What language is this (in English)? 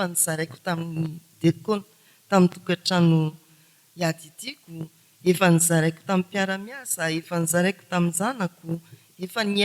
Malagasy